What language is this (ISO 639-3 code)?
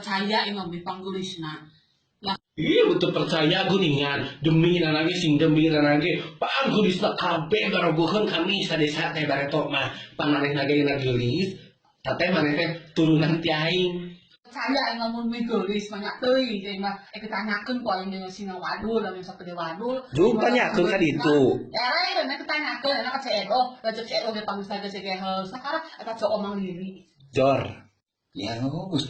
sun